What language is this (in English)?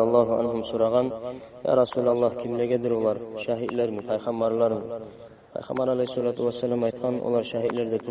Kumyk